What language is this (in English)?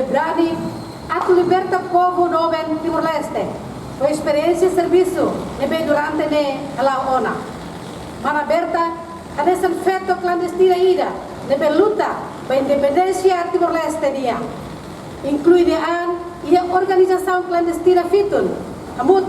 Tetum